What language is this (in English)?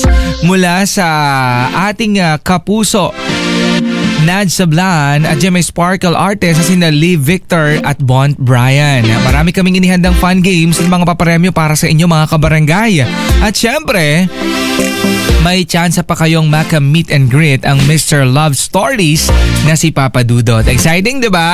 Filipino